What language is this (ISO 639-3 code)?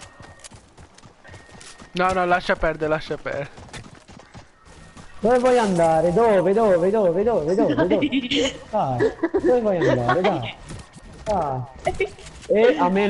ita